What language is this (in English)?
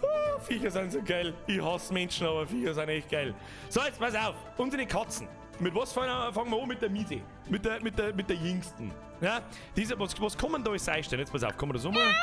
Bavarian